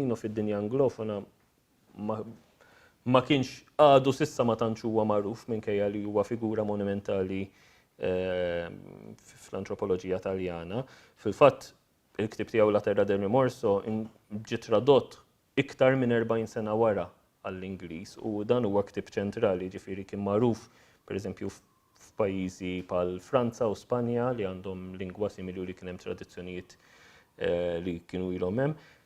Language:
Maltese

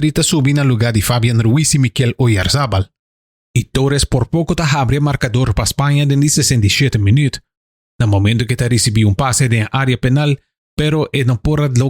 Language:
Papiamento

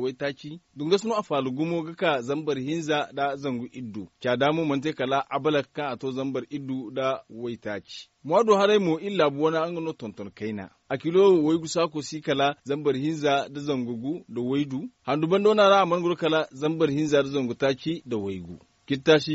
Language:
Zarma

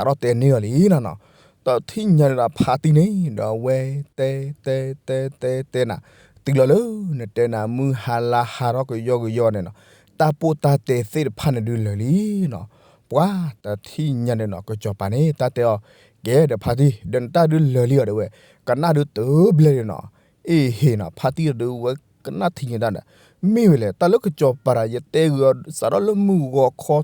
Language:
S'gaw Karen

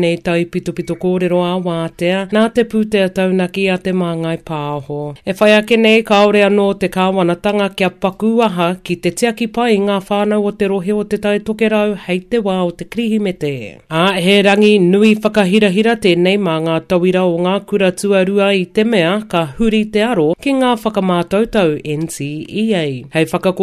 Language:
Māori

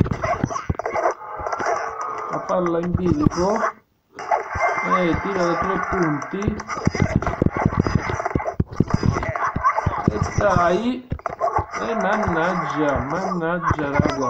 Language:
Italian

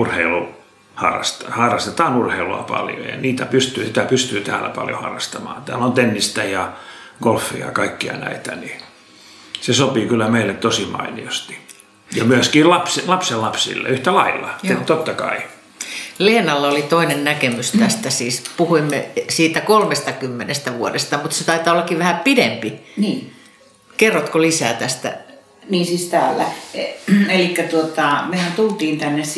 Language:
Finnish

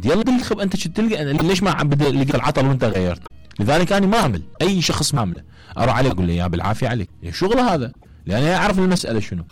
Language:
Mesopotamian Arabic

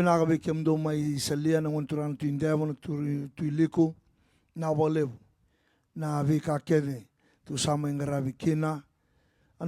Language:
Fijian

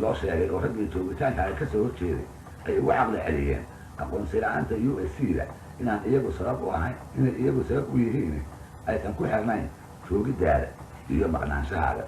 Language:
Somali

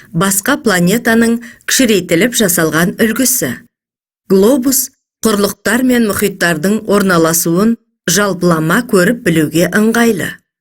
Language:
Kazakh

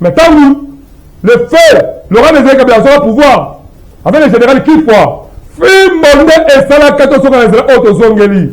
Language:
Lingala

